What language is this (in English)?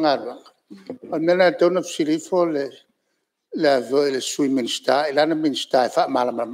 Samoan